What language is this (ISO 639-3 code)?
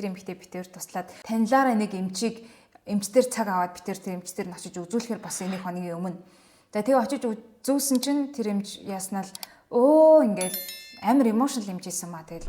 mon